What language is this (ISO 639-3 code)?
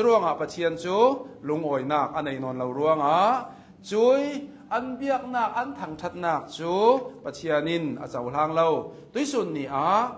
cnh